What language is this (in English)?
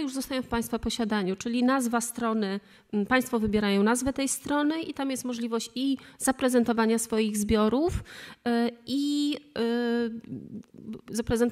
Polish